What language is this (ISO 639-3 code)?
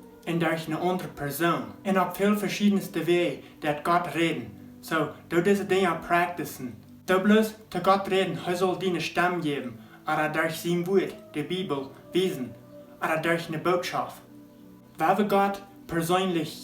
pdt